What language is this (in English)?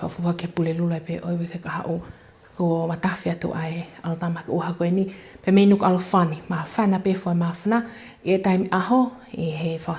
Tongan